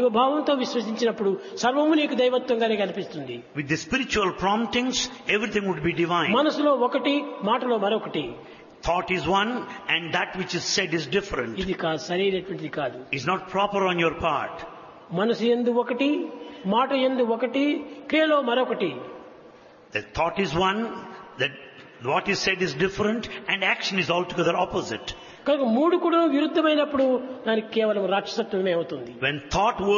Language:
Telugu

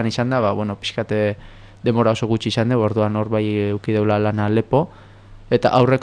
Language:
Basque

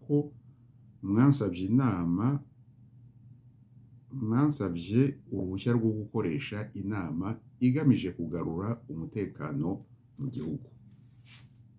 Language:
Kinyarwanda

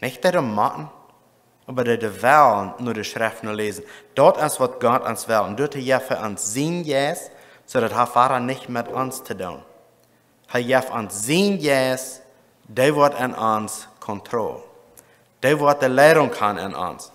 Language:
Plautdietsch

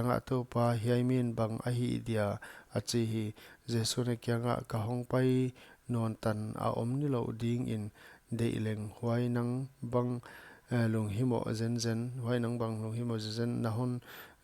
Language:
Paite Chin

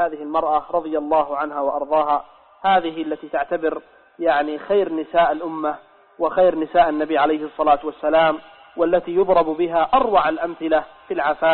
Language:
Arabic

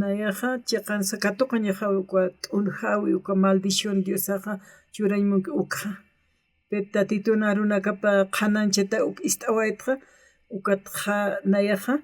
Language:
Aymara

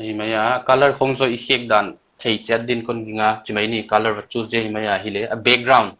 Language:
Paite Chin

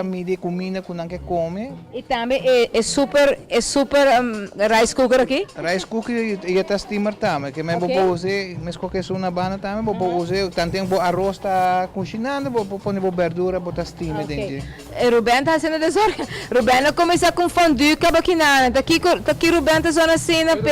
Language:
Papiamento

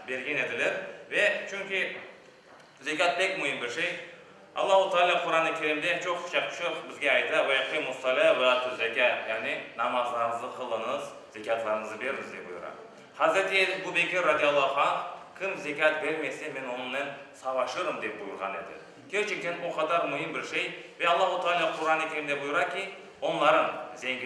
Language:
Crimean Tatar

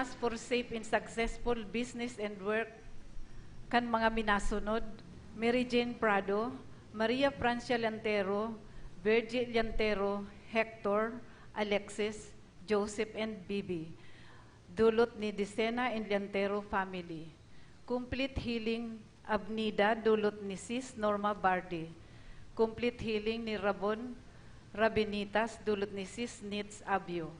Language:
Bikol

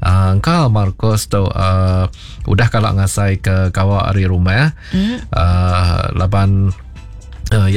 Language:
Iban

